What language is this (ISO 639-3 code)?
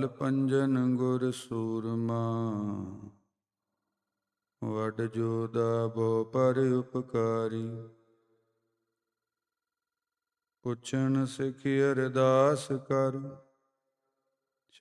pan